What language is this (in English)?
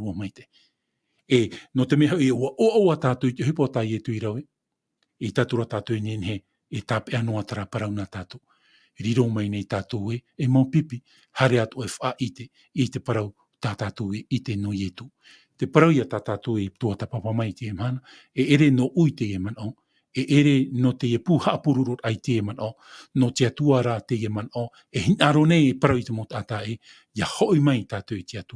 Tahitian